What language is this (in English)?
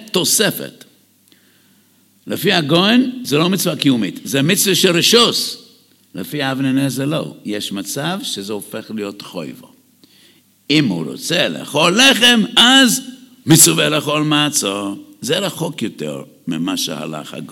Hebrew